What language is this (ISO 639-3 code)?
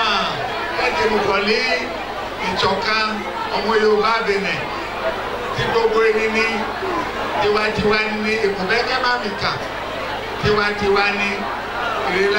yor